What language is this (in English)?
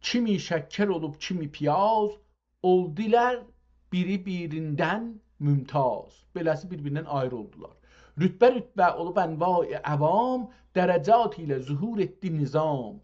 South Azerbaijani